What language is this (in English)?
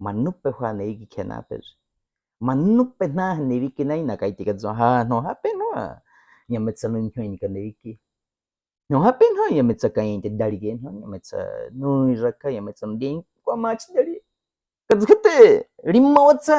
Baniwa